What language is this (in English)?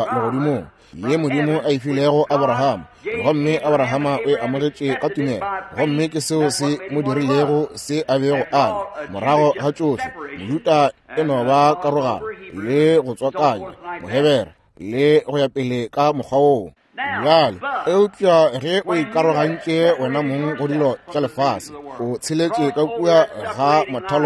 Northern Sotho